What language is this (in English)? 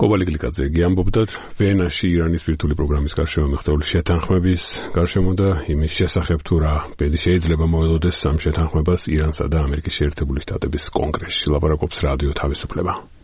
Georgian